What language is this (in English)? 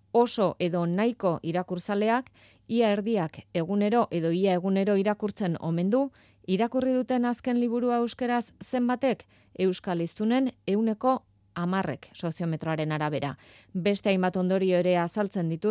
Basque